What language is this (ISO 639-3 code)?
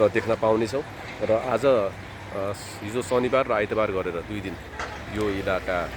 nep